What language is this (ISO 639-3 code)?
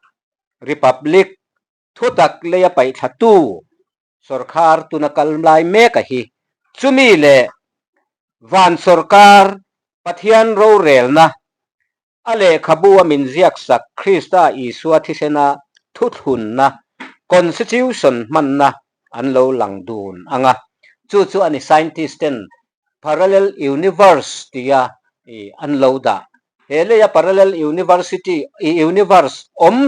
lus